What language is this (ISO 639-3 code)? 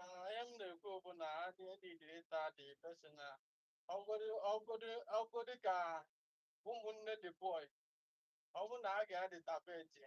ibo